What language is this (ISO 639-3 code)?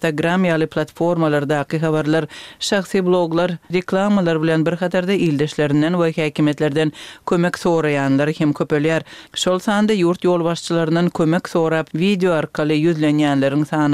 kir